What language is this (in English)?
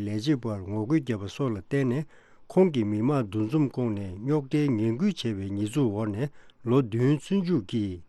Tibetan